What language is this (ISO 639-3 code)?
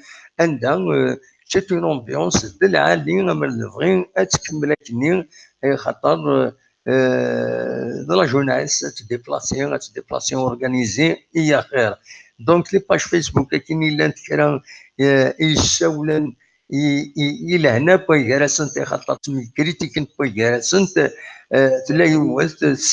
kab